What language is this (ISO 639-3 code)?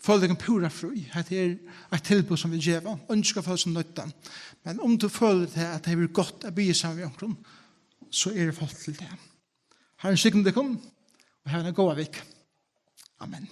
fao